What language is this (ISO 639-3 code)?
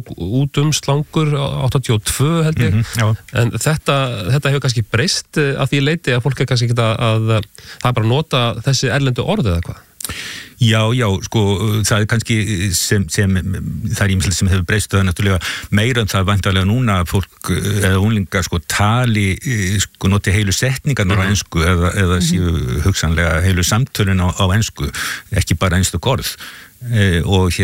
isl